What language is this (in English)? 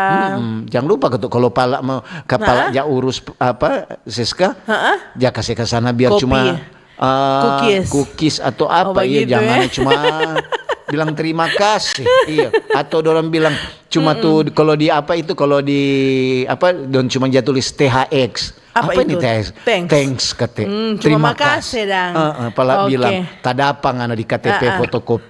Manado Malay